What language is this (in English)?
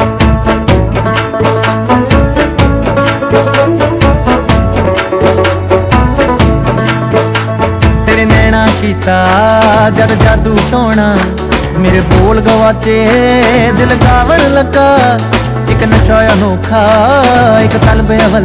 Punjabi